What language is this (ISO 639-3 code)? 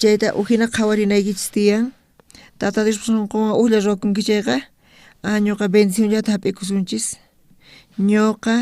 quh